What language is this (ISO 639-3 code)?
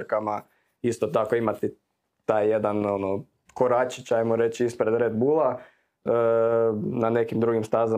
hrv